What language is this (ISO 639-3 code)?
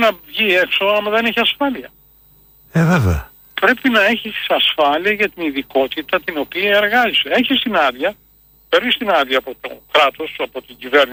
ell